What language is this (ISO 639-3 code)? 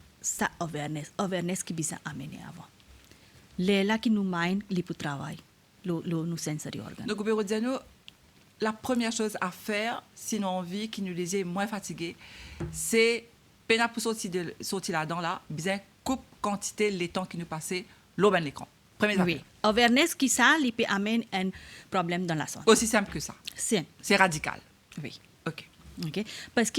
mfe